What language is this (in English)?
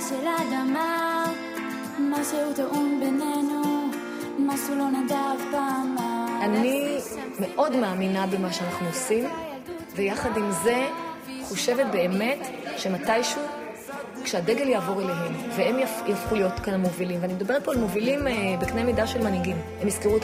Hebrew